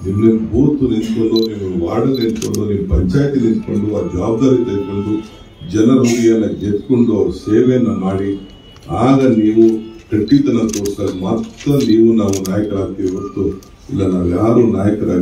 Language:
Kannada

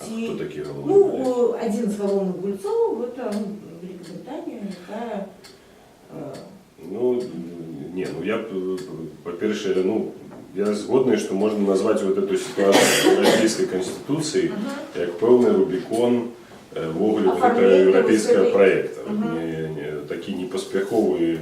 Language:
Belarusian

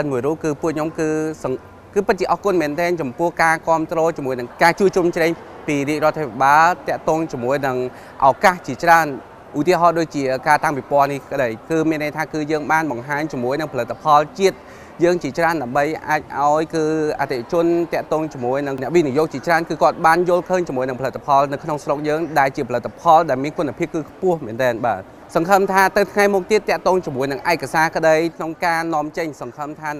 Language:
Khmer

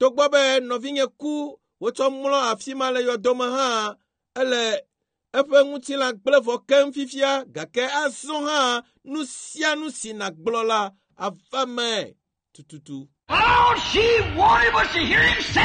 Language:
Ewe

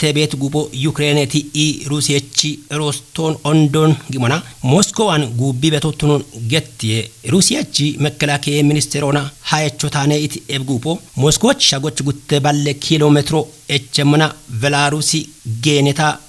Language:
Kafa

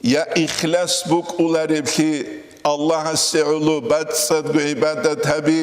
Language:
Avaric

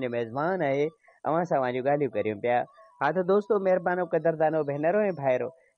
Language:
Sindhi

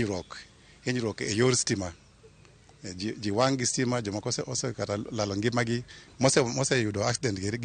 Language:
Luo (Kenya and Tanzania)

